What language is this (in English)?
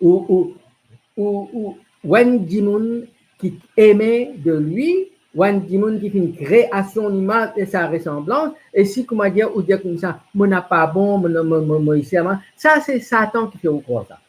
Morisyen